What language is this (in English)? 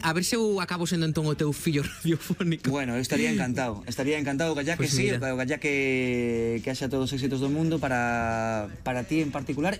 Galician